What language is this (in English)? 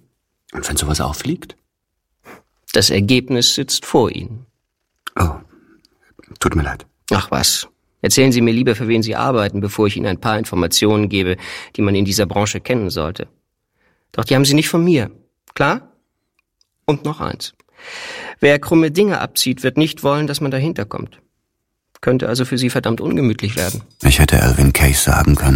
German